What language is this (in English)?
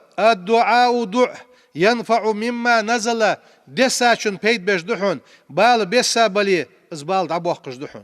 Ingush